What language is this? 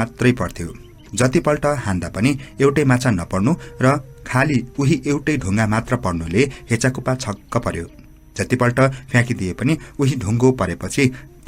Nepali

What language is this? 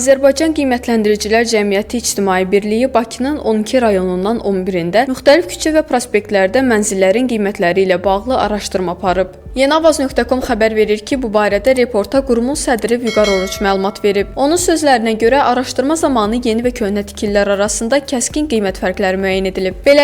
Azerbaijani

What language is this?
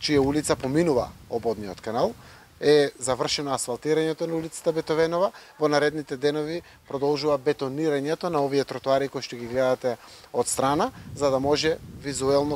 Macedonian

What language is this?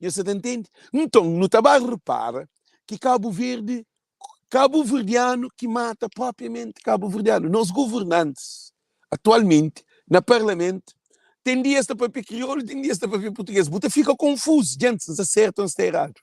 Kabuverdianu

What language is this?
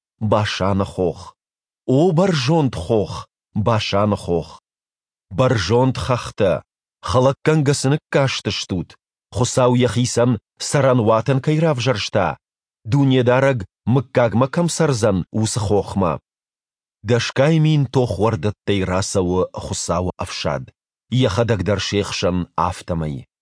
Ossetic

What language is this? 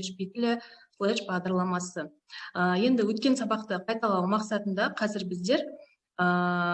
Kazakh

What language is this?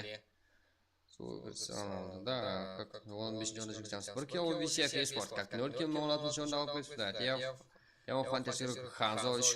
Kara-Kalpak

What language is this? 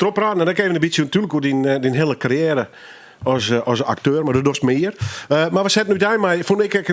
Western Frisian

